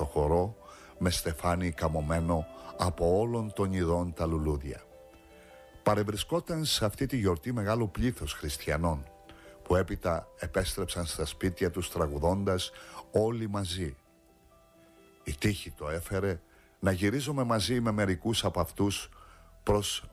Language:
Greek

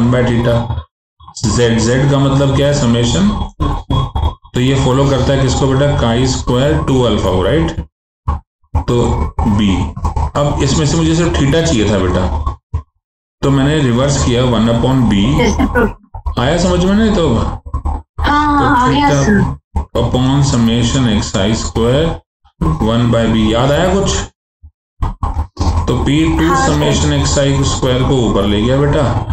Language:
Hindi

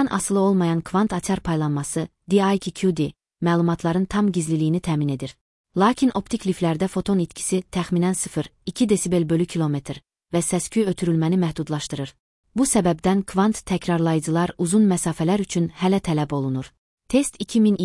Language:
Azerbaijani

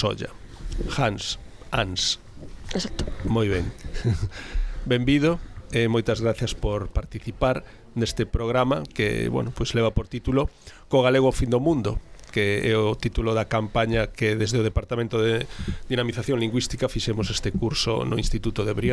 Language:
Galician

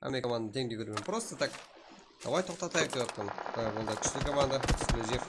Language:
Kara-Kalpak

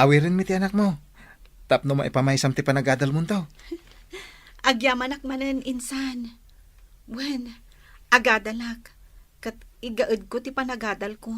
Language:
Iloko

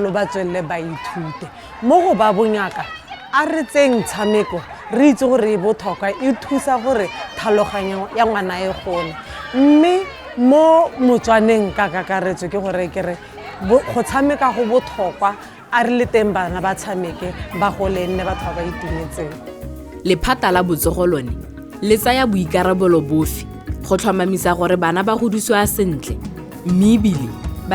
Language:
Tswana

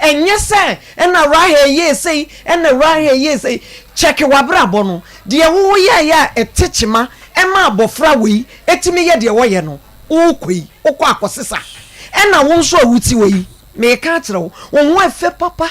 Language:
Akan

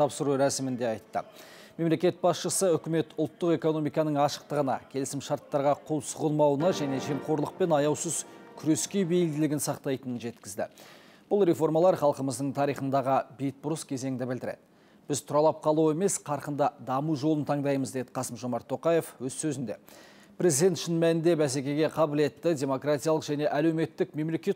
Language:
Kazakh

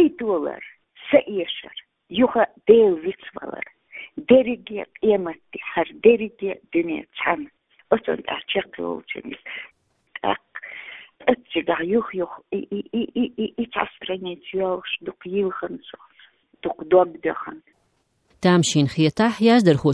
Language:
Chechen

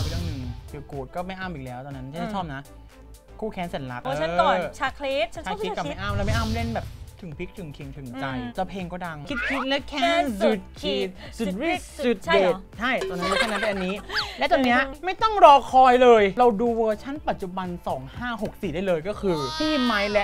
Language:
Thai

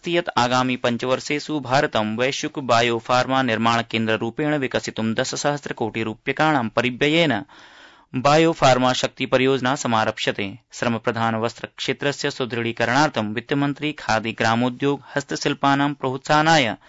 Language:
Sanskrit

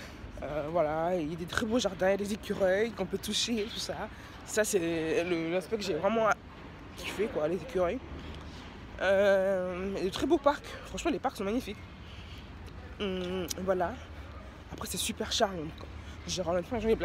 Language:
French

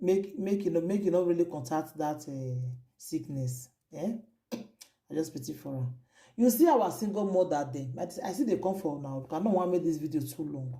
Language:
Nigerian Pidgin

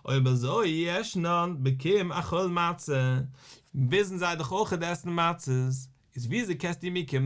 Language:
Yiddish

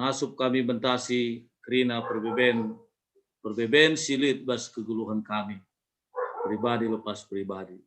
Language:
Batak Karo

